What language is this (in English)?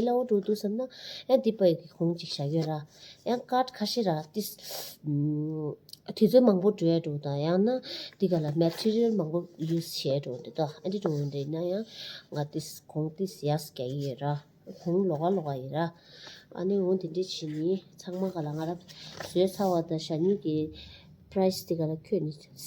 Tibetan